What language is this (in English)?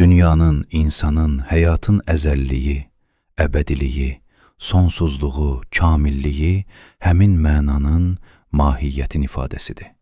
Azerbaijani